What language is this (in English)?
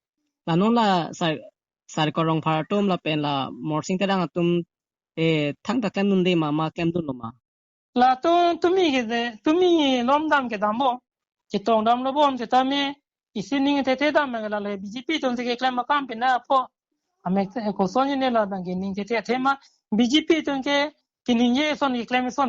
Karbi